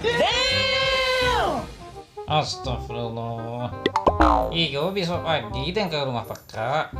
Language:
Minangkabau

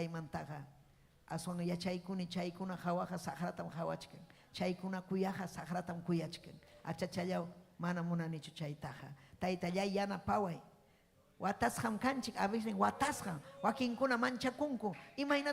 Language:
Ayacucho Quechua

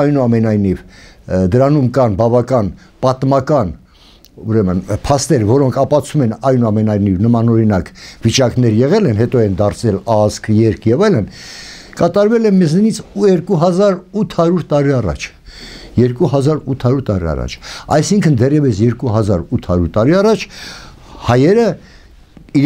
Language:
Armenian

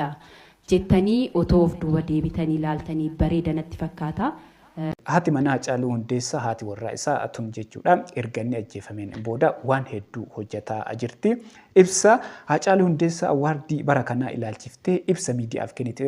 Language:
Oromo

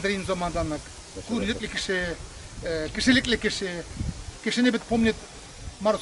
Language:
Tatar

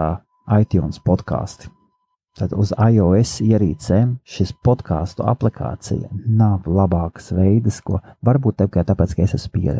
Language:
Latvian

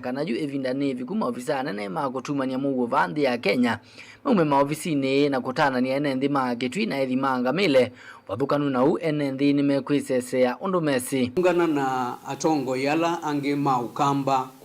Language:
Kamba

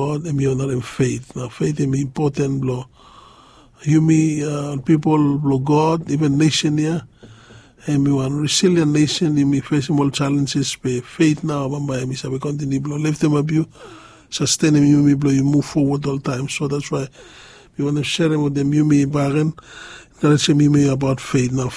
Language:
Bislama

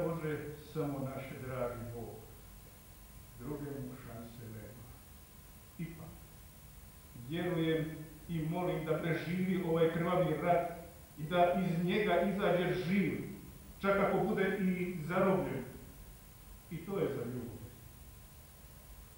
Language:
Croatian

